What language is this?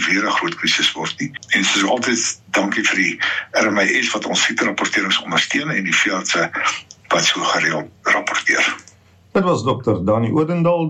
Afrikaans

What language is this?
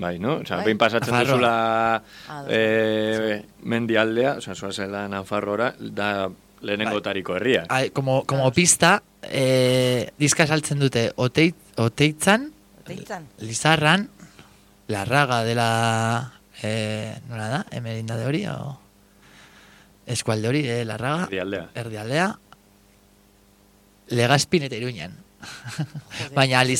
Basque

